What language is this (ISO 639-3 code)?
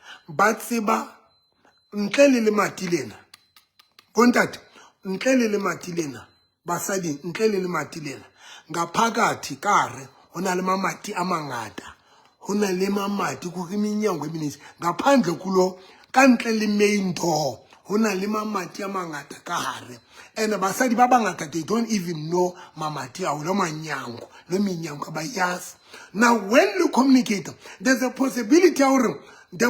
sot